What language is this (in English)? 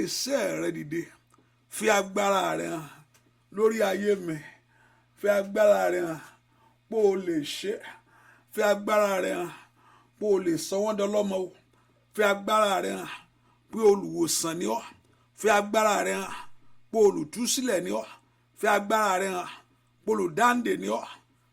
Yoruba